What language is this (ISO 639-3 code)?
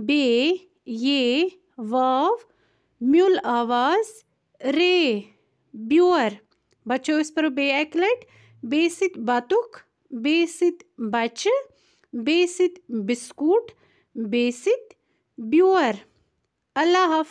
kas